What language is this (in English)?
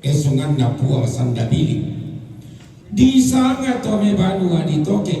Toraja-Sa'dan